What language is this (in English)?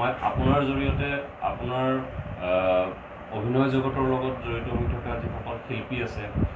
Assamese